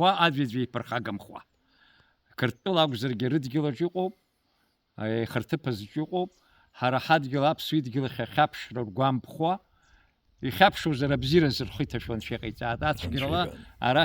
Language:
Abkhazian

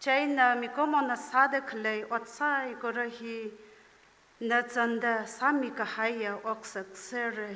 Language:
Tangkhul Naga (India)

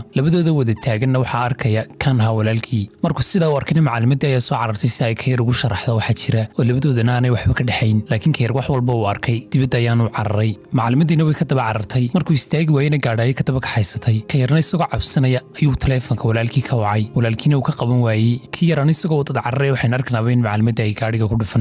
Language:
Somali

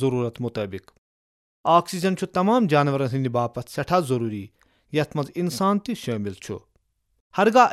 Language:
Kashmiri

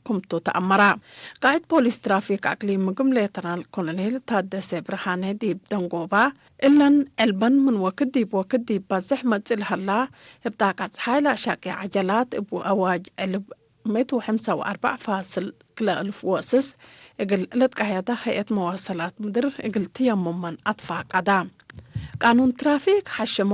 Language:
Tigre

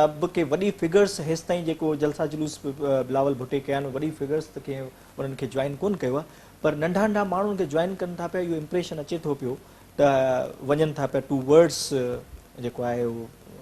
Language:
Sindhi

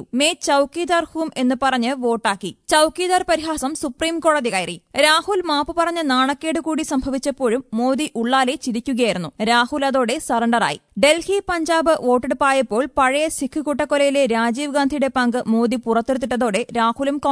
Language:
Malayalam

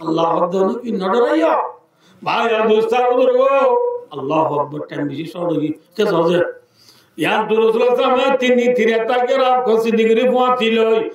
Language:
Rohingya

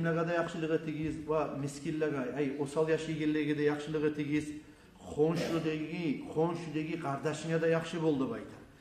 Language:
Kumyk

